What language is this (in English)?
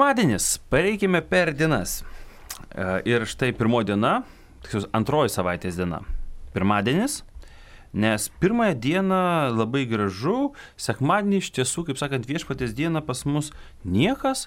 Lithuanian